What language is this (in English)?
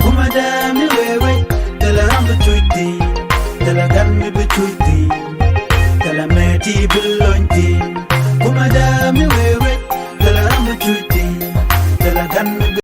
Nuer